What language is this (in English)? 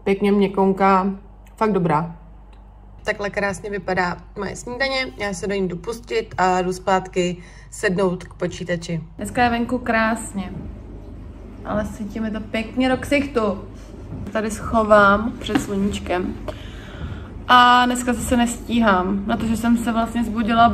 Czech